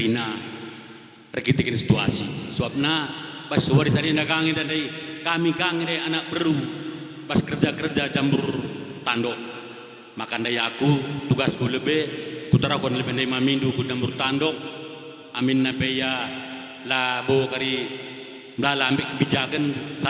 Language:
Batak Karo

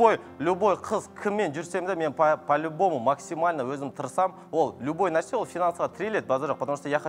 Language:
Kazakh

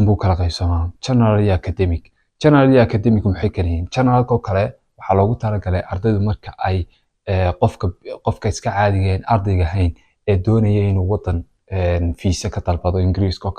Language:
Somali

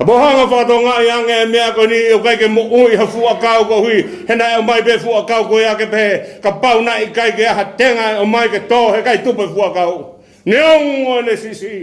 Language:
Tongan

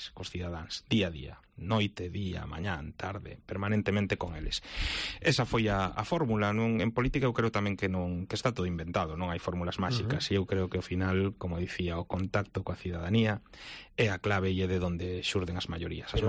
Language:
Galician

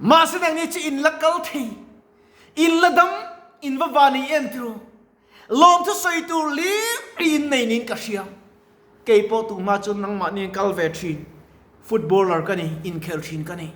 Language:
Mizo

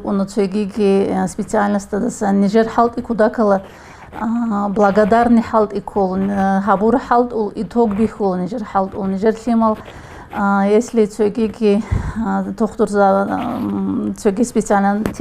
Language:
Avaric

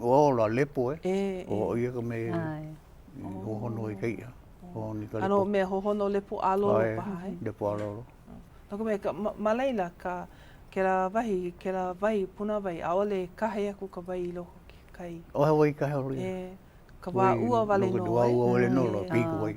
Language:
Hawaiian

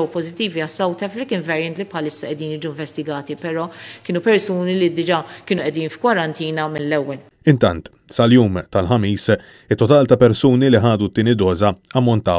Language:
Maltese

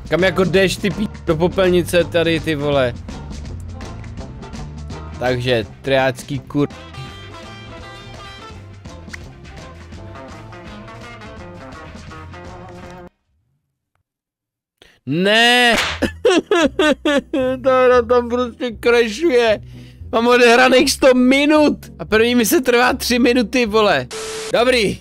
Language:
Czech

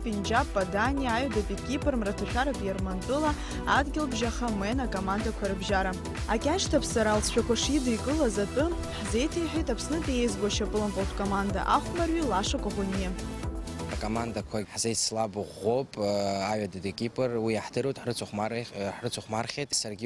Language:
Abkhazian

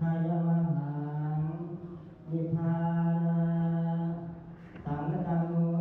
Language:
Pali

